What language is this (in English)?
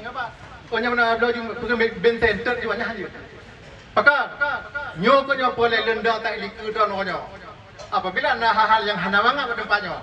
Achinese